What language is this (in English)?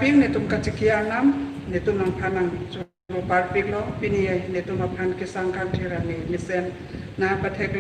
Karbi